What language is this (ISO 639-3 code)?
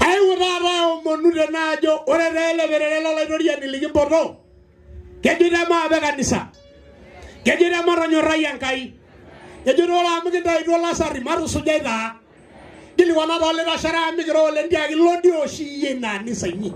mas